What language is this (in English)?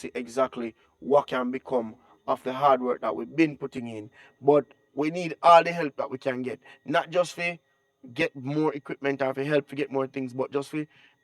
Jamaican Creole English